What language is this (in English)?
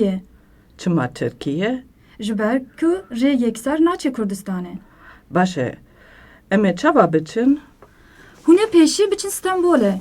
Kurdish